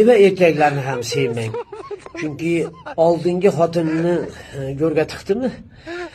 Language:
Uzbek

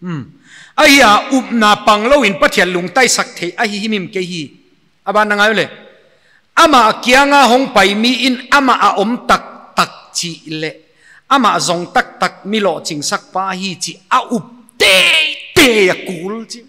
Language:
Paite Chin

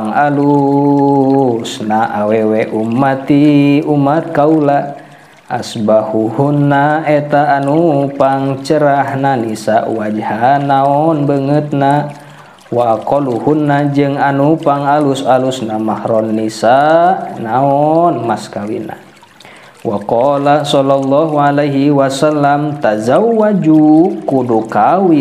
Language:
Sundanese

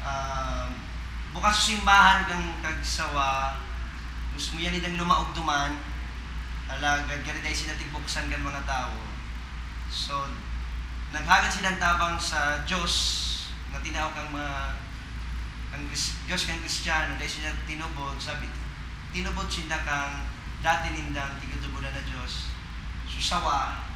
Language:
Bikol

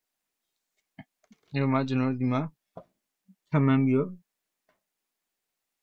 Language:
Burmese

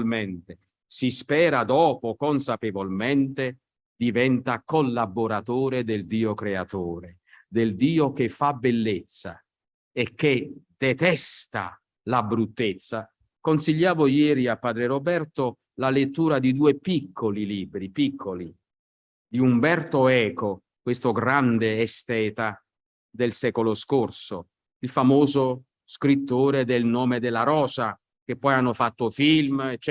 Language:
Italian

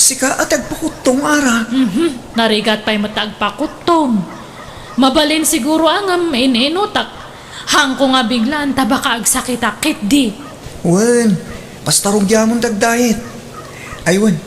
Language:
Iloko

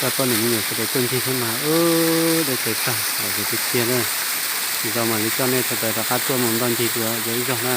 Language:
Hmong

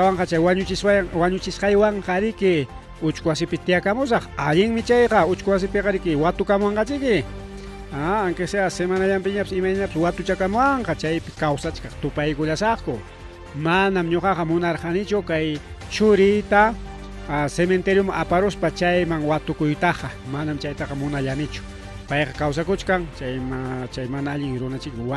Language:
Ayacucho Quechua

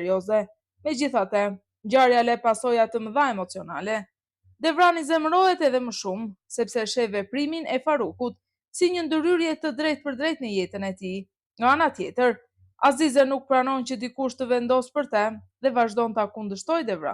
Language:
Albanian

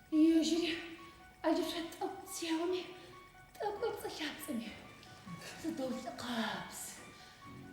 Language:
Adyghe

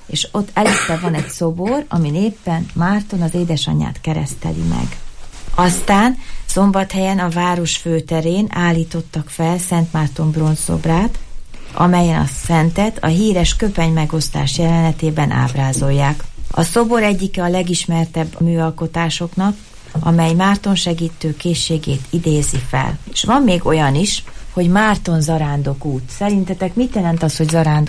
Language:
Hungarian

